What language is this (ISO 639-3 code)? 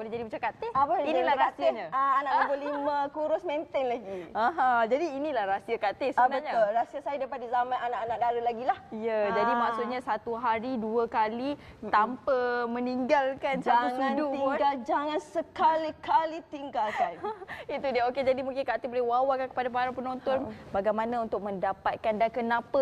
msa